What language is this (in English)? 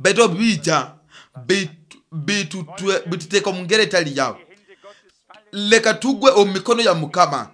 Nyoro